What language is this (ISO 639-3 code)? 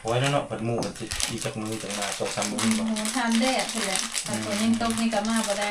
lao